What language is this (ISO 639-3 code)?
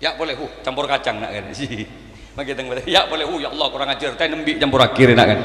mad